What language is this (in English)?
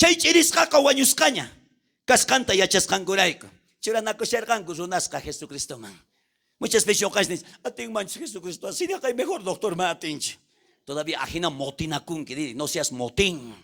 South Bolivian Quechua